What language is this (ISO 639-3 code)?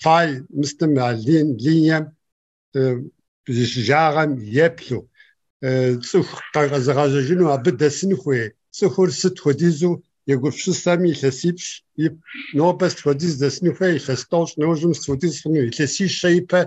kbd